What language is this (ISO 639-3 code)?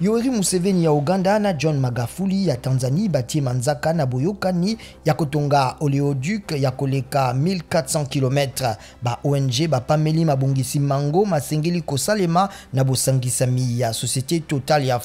lin